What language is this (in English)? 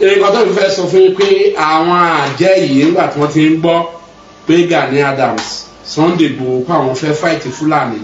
Yoruba